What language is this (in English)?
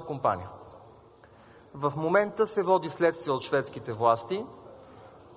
Bulgarian